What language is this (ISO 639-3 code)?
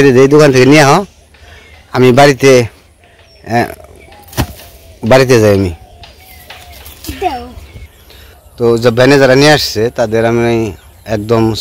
ben